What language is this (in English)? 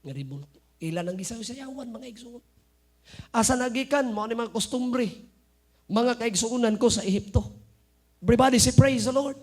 Cebuano